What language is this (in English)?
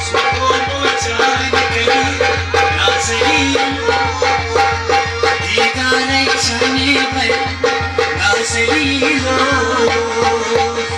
Kashmiri